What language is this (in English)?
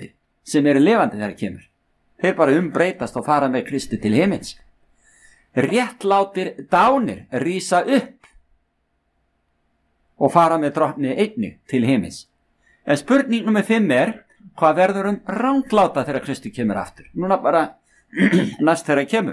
Icelandic